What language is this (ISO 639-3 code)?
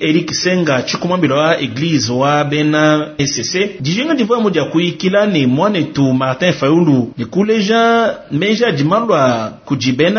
lua